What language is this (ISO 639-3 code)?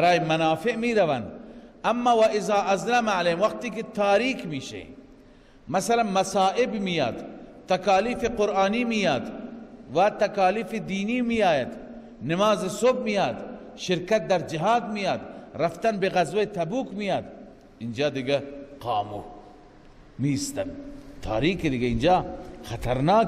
fas